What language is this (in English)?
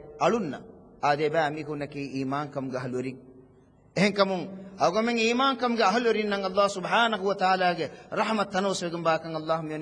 Divehi